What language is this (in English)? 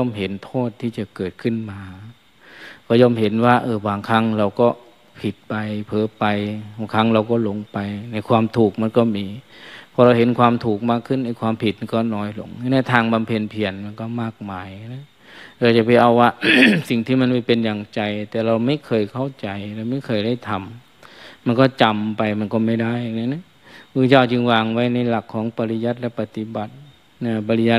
Thai